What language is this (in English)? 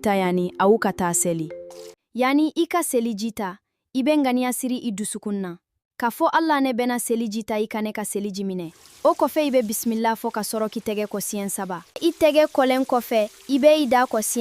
Bambara